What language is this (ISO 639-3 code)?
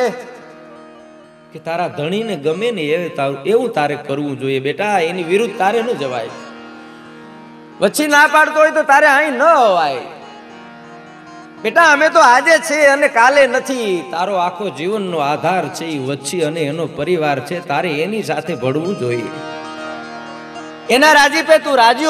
guj